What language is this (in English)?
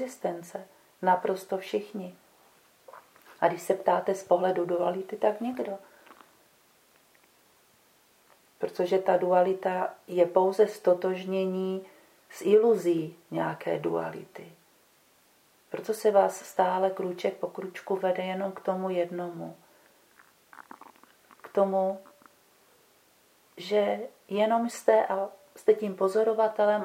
Czech